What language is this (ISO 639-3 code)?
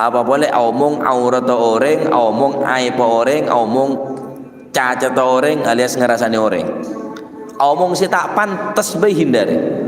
mad